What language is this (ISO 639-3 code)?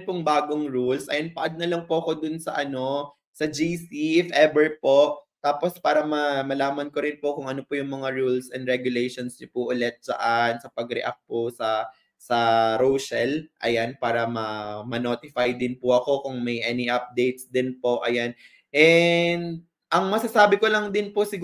fil